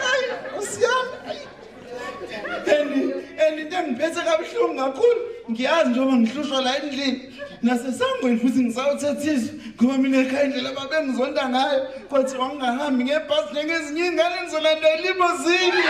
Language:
Zulu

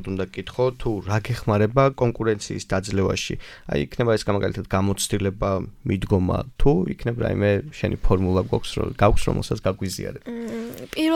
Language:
Georgian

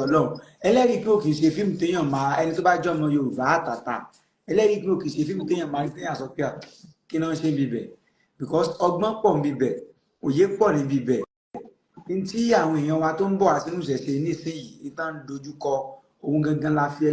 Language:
Yoruba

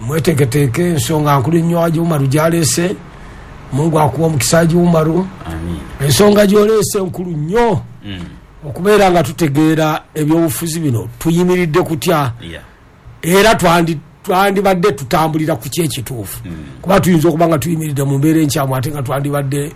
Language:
Ganda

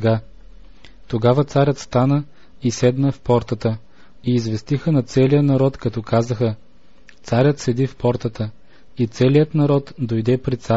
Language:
Bulgarian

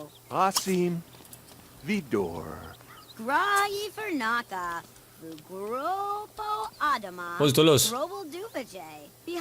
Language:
Bavarian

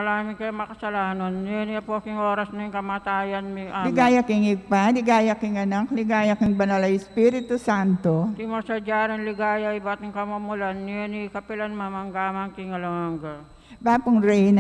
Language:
Pampanga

